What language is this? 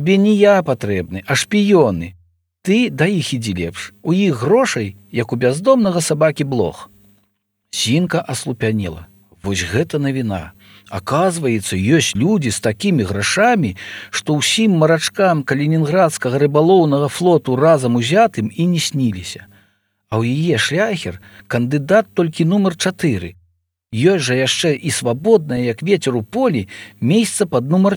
Belarusian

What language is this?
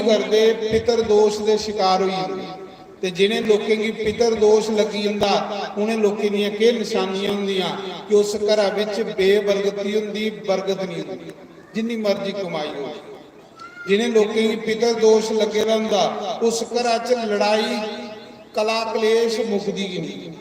Dogri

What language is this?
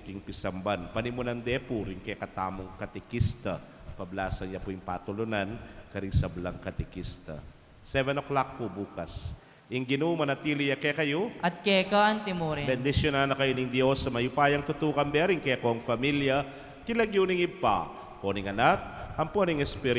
Pampanga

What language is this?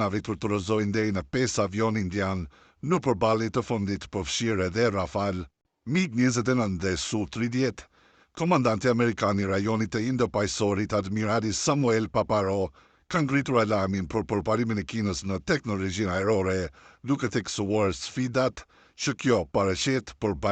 Albanian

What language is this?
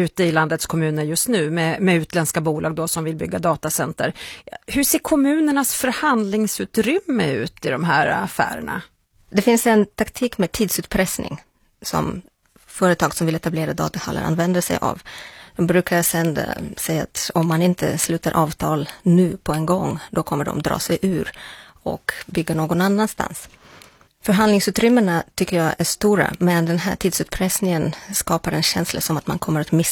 Swedish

